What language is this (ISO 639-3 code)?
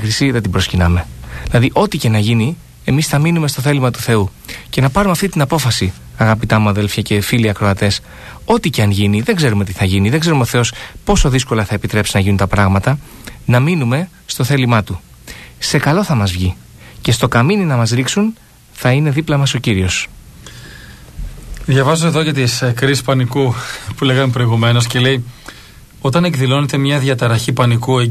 ell